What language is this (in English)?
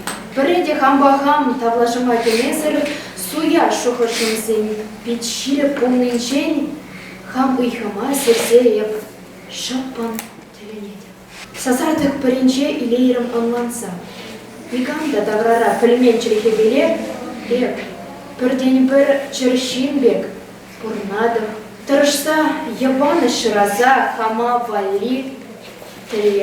Chuvash